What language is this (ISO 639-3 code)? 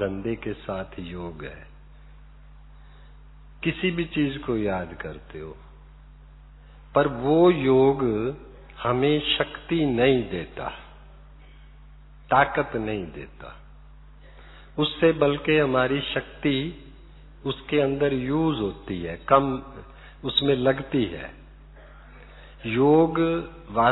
hin